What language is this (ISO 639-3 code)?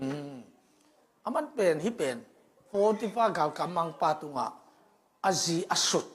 ctd